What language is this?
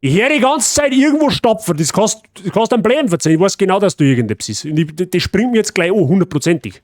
Bavarian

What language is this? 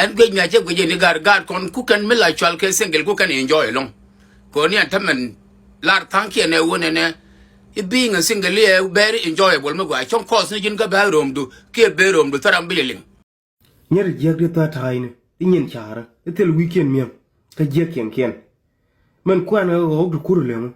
Nuer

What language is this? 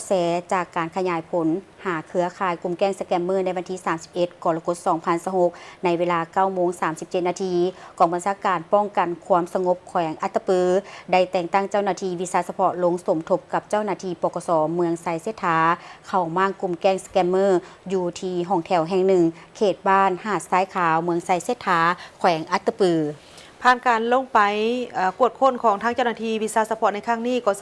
Lao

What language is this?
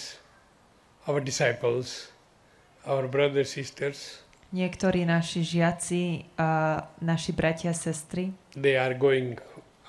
Slovak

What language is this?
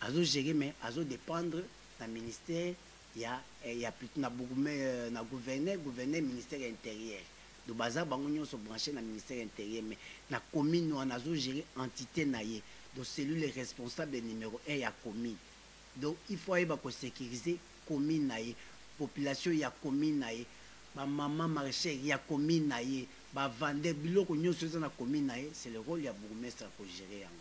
Lingala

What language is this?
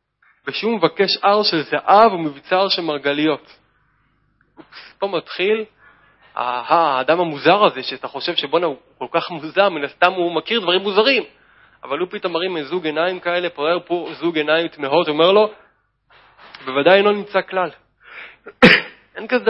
Hebrew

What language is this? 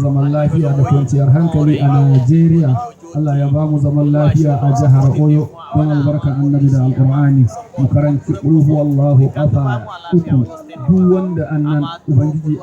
Hausa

